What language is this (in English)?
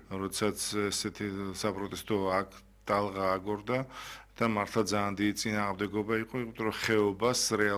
Georgian